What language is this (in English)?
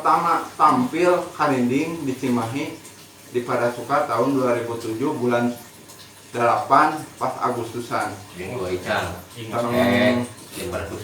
Sundanese